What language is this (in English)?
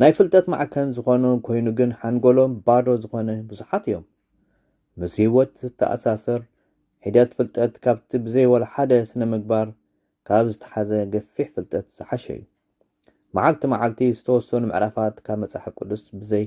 Tigrinya